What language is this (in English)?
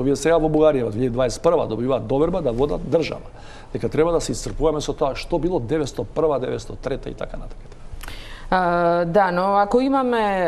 Macedonian